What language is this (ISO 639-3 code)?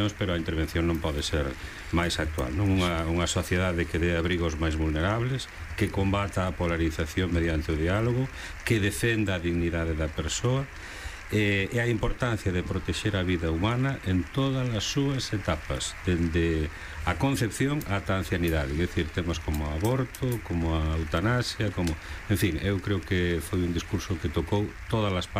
glg